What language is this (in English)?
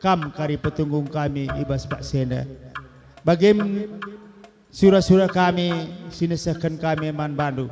Batak Karo